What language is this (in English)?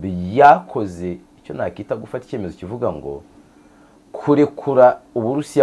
Kinyarwanda